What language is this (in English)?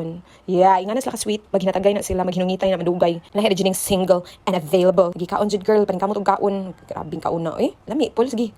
Cebuano